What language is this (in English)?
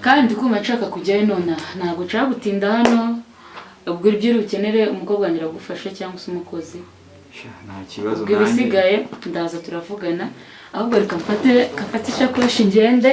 Kinyarwanda